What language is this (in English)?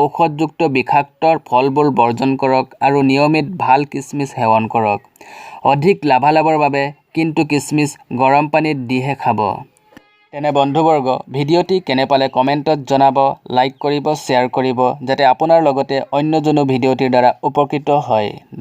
Assamese